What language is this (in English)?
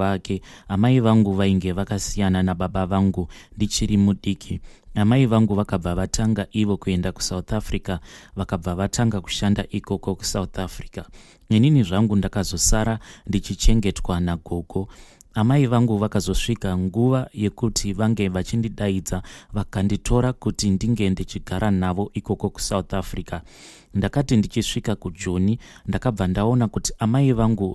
Shona